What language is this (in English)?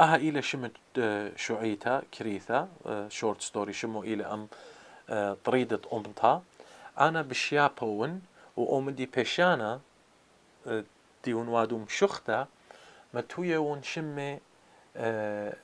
Assyrian Neo-Aramaic